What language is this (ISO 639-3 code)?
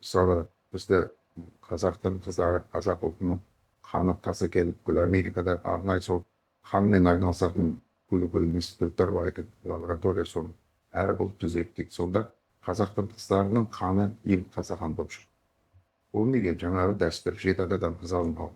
kaz